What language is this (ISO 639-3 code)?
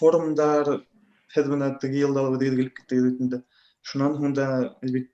bak